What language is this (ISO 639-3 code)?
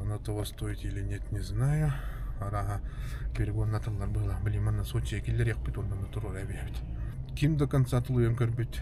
sah